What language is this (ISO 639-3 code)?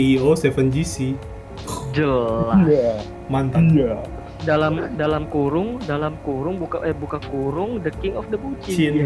xmm